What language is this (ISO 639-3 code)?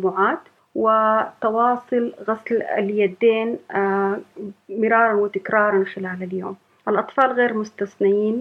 apd